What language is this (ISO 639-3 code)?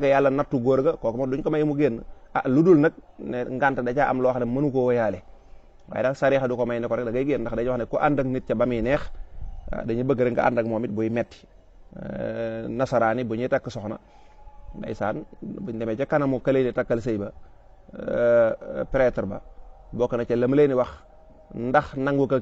wol